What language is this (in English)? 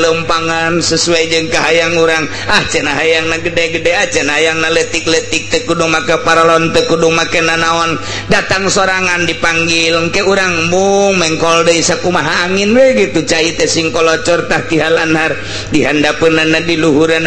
Sundanese